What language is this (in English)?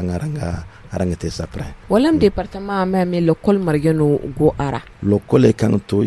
Zarma